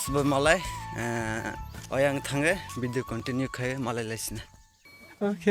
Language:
Kok Borok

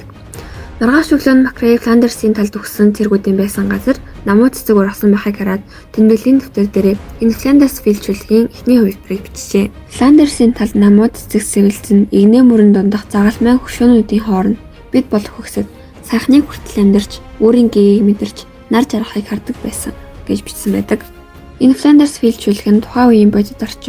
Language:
Mongolian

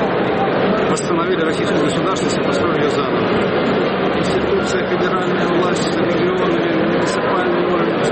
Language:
Russian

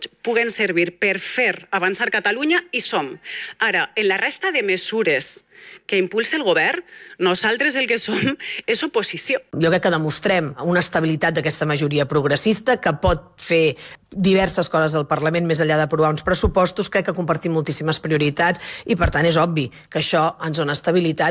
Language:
Catalan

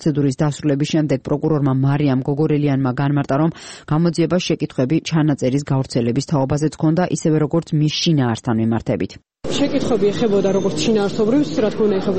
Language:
Georgian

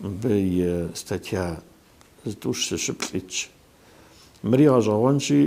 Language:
Kabardian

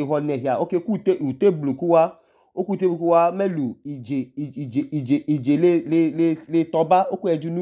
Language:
Idoma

